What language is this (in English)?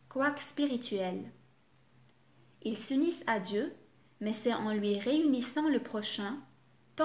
French